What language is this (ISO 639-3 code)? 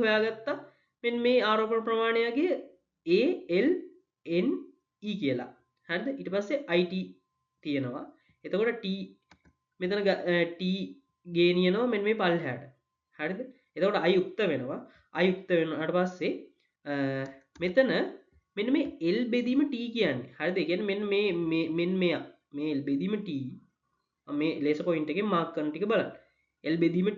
sin